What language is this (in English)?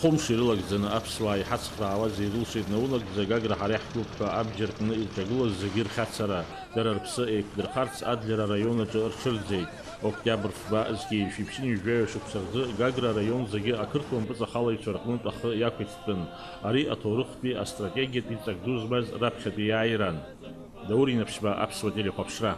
Abkhazian